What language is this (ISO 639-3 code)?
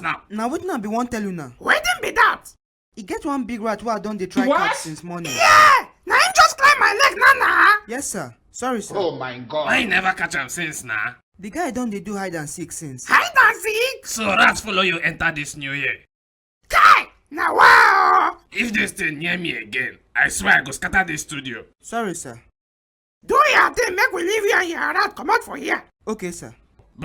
pcm